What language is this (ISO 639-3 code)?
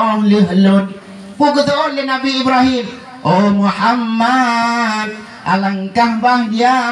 ace